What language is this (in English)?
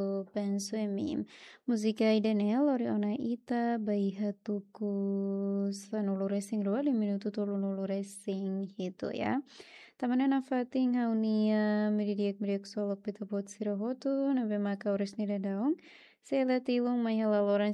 Tetum